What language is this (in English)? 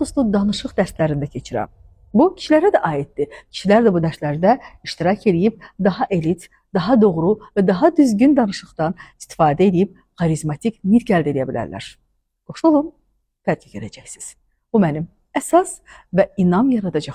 Azerbaijani